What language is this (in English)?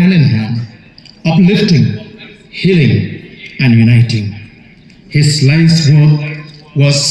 Khasi